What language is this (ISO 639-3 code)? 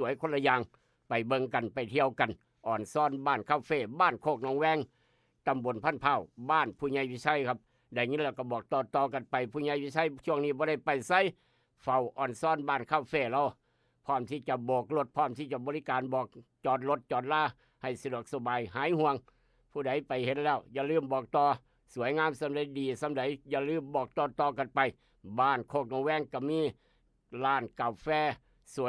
tts